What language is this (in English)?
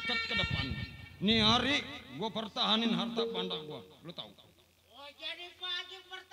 Betawi